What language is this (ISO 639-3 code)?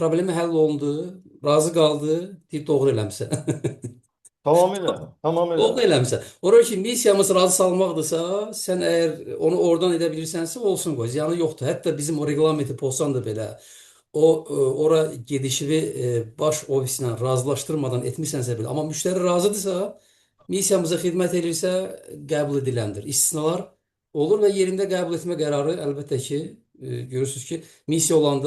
aze